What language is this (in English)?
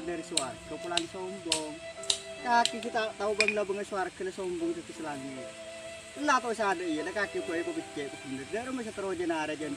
Madurese